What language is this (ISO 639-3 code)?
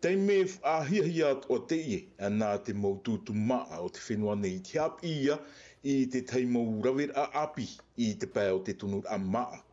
tah